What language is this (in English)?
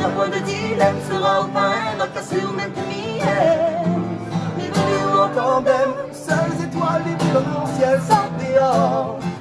Réunion Creole French